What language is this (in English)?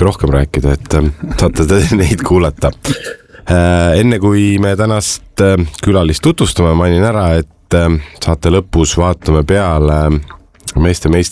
Estonian